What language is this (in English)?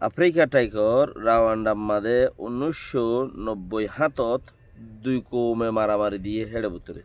Rohingya